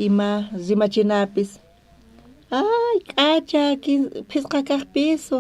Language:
South Bolivian Quechua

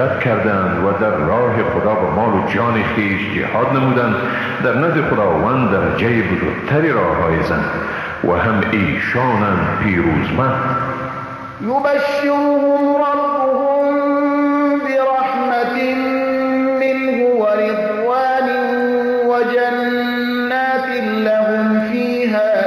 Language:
Persian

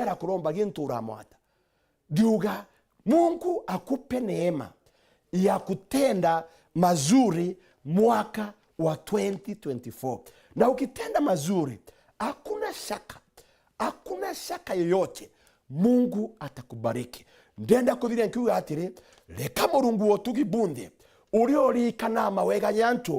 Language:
Meru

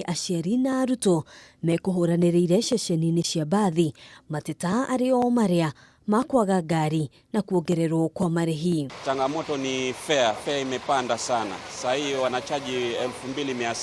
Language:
Kikuyu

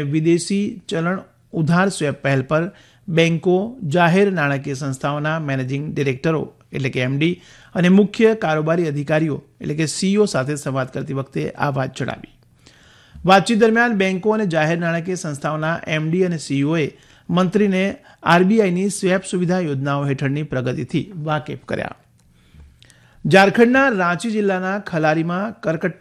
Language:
Gujarati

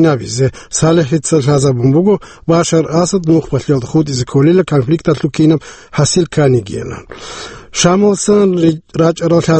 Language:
Avaric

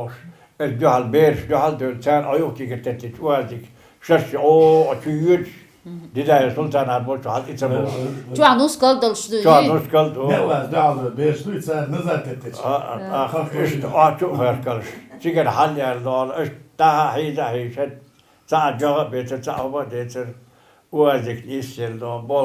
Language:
Chechen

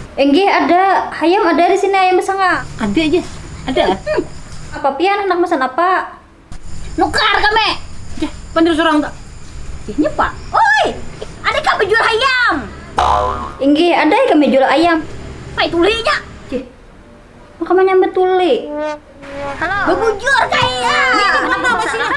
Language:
Banjar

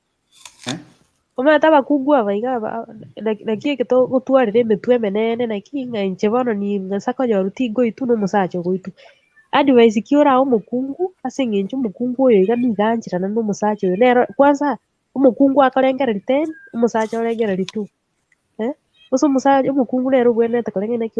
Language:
Gusii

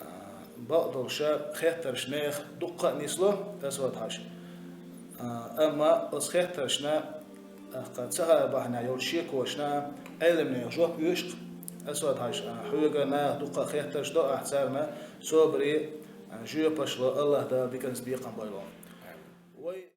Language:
Chechen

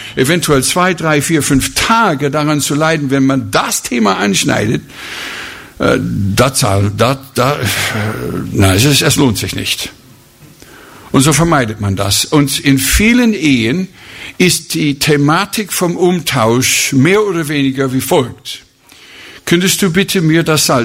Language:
German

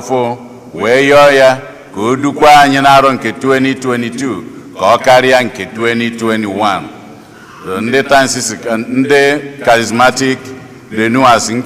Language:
Igbo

